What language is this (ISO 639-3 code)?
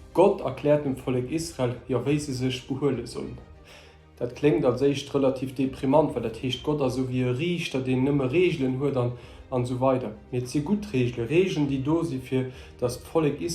ltz